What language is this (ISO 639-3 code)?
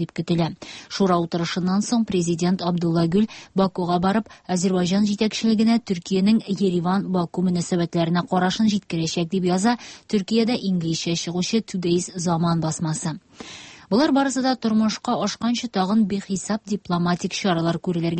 tat